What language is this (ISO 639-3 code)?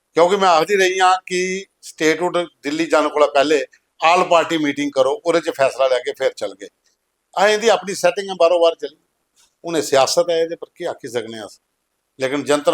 doi